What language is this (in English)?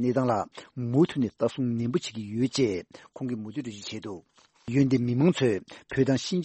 Tibetan